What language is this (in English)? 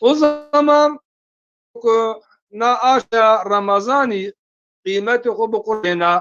Zaza